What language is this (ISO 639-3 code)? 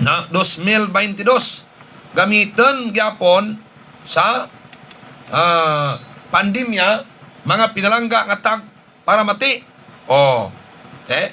hil